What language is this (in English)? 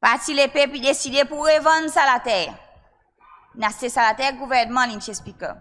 Seselwa Creole French